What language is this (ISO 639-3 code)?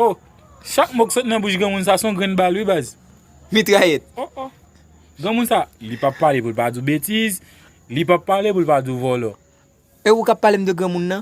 hat